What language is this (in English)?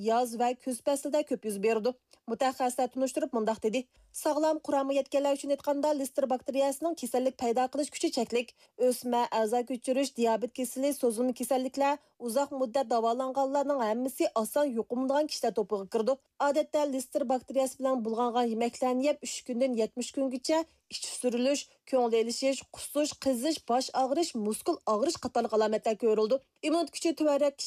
Uyghur